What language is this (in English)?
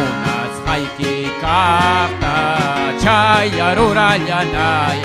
Ayacucho Quechua